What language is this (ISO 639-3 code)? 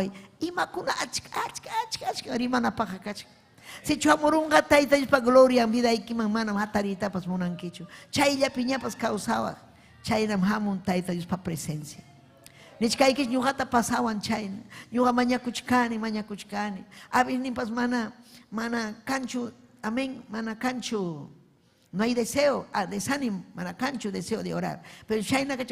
quy